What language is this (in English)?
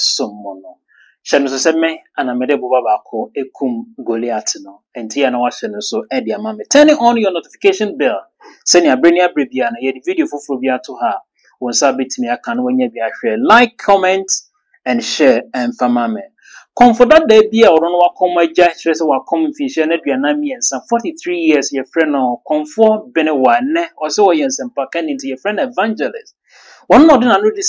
Akan